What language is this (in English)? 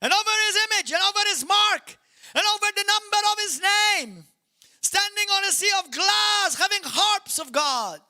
English